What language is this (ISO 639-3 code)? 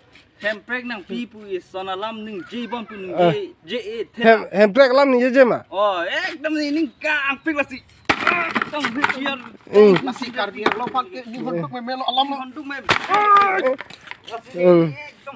mjw